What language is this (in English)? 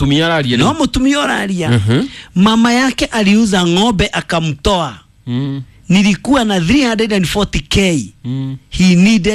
Kikuyu